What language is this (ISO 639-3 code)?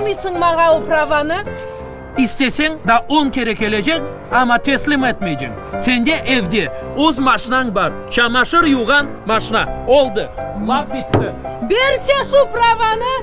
crh